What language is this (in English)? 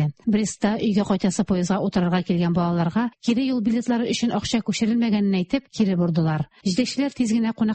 Tatar